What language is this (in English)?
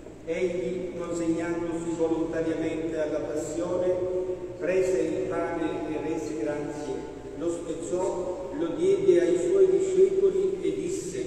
Italian